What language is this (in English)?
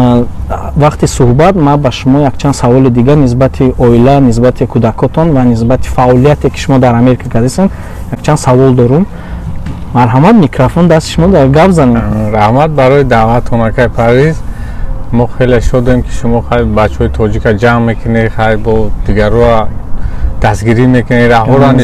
Tajik